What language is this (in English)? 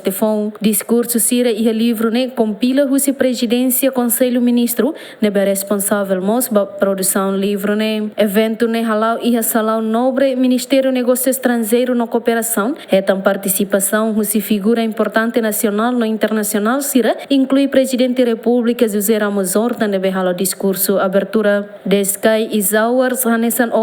Tetum